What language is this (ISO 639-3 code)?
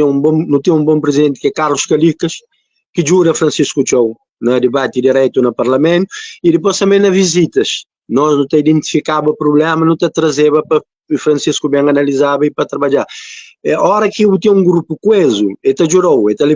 kea